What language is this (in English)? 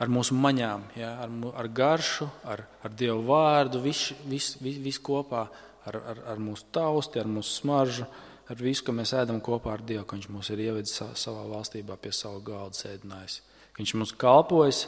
Latvian